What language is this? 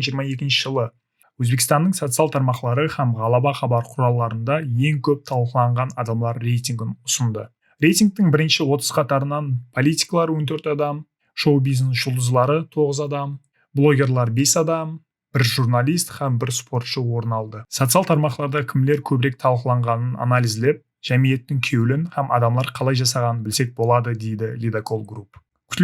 Kara-Kalpak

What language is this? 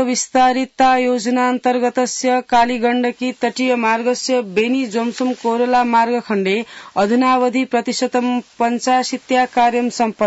Sanskrit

